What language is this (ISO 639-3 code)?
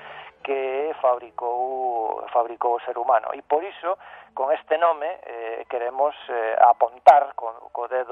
glg